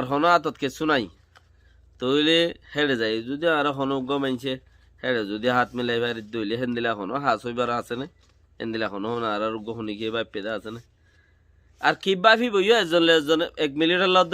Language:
Rohingya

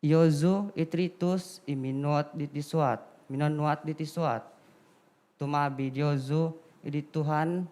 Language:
Central Dusun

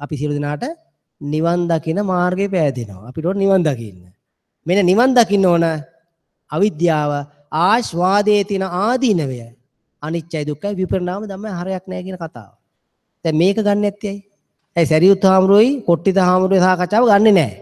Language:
Sinhala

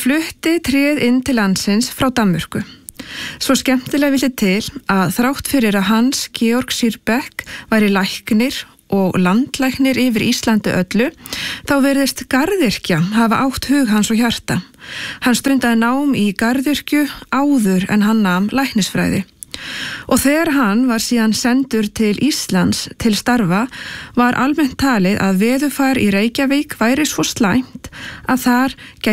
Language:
Icelandic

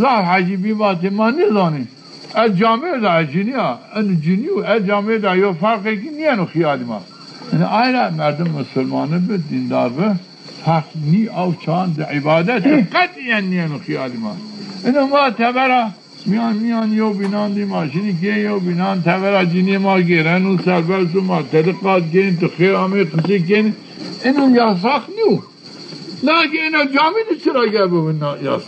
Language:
Zaza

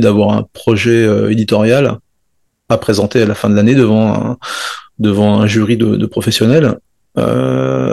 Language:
French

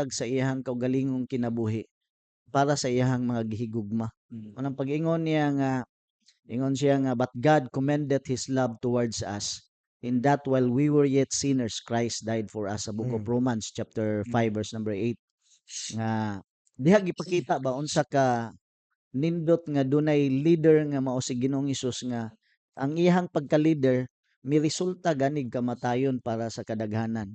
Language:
Cebuano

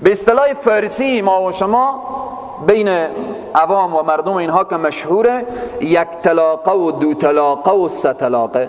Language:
Persian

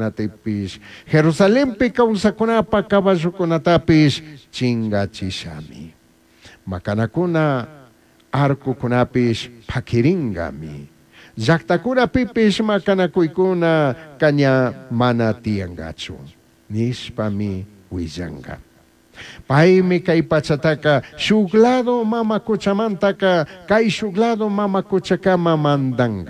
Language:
Chimborazo Highland Quichua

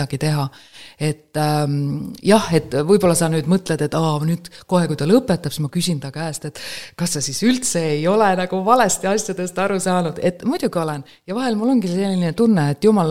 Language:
Estonian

